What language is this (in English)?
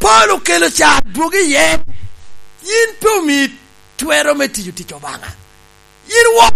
Lango (Uganda)